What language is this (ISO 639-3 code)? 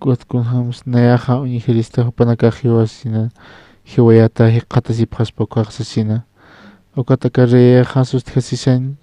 aym